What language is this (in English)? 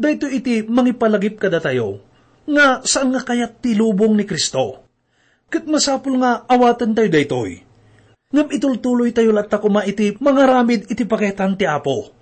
Iloko